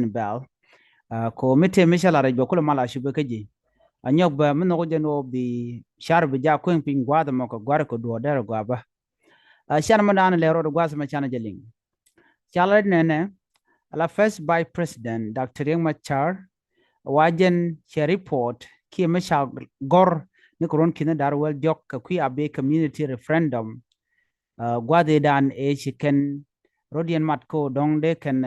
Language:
Nuer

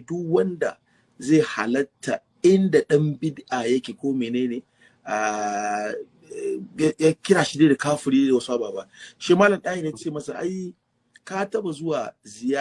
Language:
Hausa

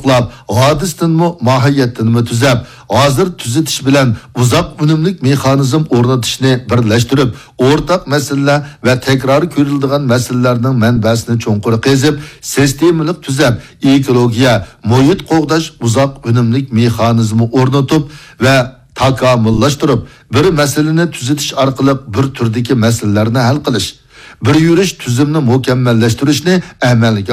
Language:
Uyghur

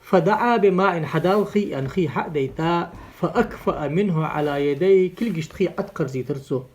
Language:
Ingush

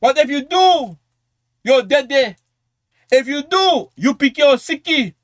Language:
Sranan Tongo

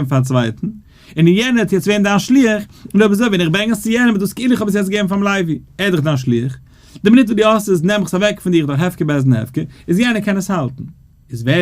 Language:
Yiddish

